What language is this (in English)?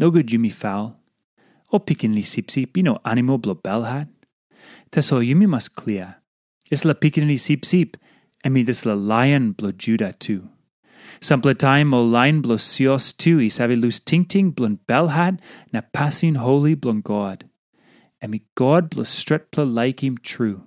Tok Pisin